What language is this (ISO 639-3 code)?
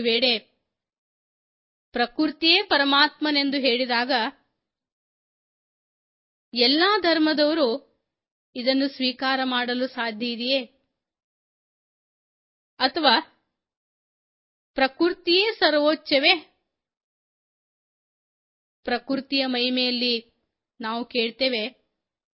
kan